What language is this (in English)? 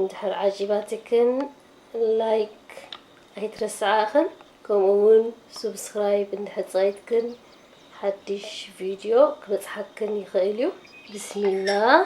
Tigrinya